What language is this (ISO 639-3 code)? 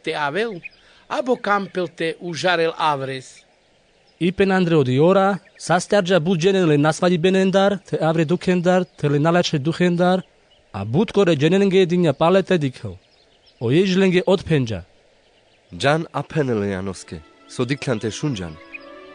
rmc